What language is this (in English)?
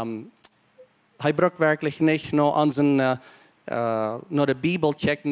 Plautdietsch